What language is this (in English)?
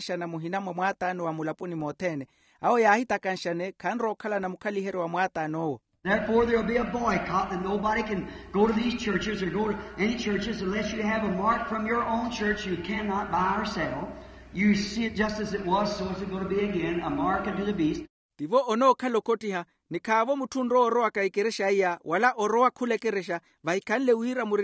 Makhuwa